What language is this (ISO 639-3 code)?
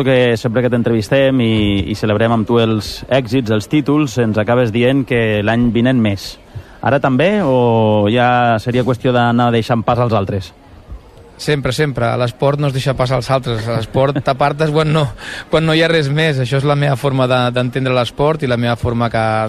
cat